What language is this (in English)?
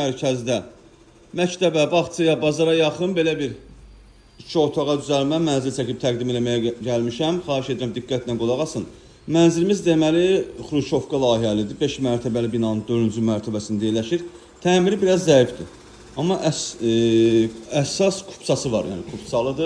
Azerbaijani